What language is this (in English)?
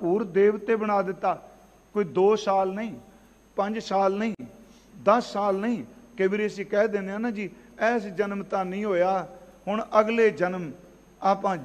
Punjabi